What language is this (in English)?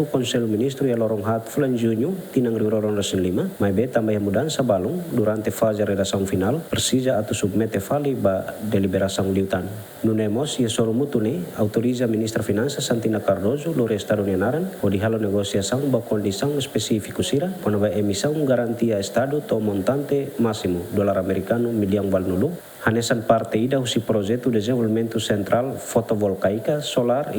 Tetum